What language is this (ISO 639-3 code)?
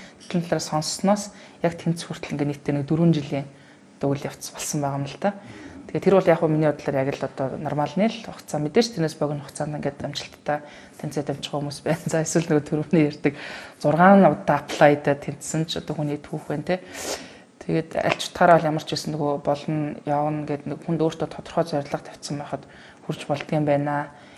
mon